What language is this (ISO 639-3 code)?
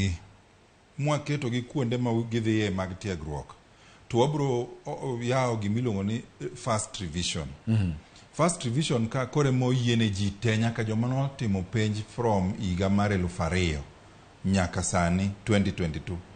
luo